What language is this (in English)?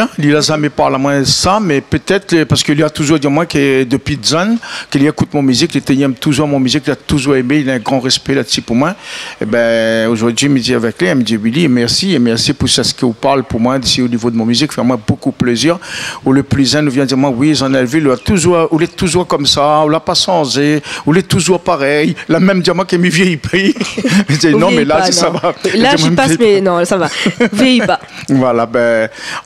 Réunion Creole French